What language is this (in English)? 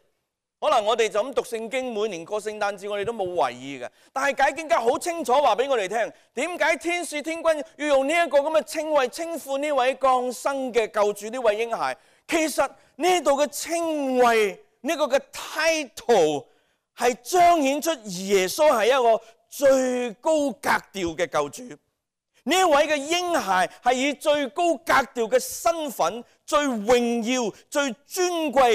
Cantonese